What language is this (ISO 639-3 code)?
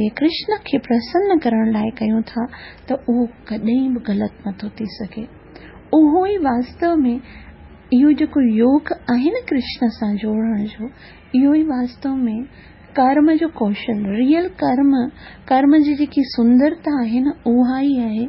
snd